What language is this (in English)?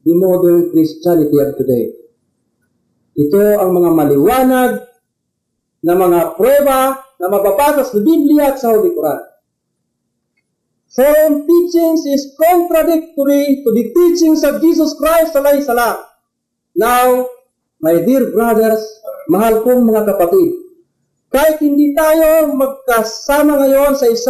Filipino